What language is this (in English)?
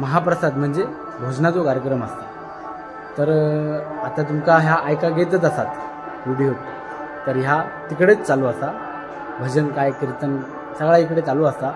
Konkani